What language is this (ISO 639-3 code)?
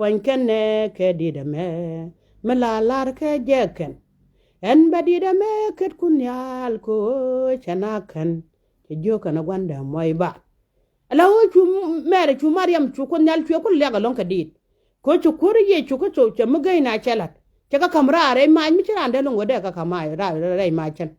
nus